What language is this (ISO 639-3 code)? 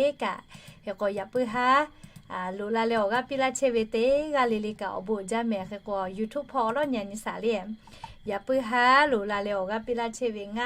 lhu